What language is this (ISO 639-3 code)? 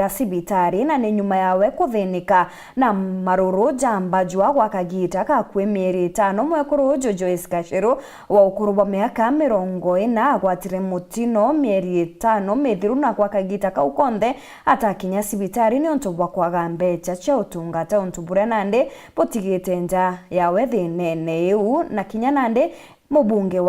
mer